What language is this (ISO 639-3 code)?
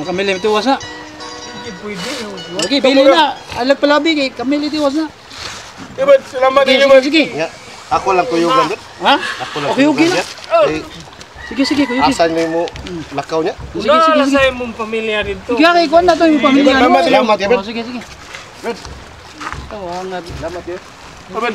ceb